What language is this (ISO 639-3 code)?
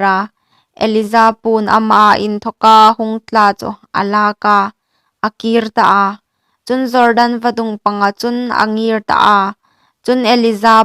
hmr